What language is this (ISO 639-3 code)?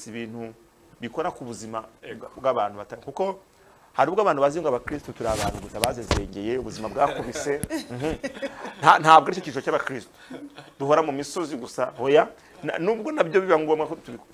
kin